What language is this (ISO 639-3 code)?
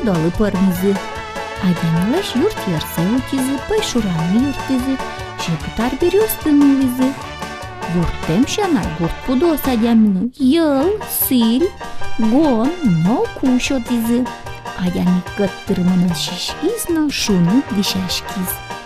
udm